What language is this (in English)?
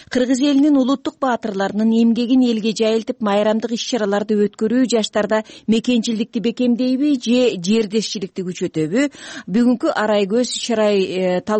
Kyrgyz